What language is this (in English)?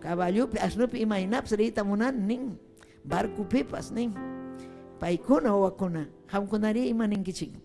Ayacucho Quechua